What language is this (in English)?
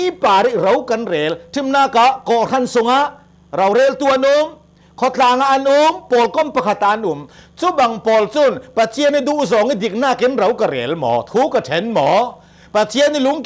Hakha Chin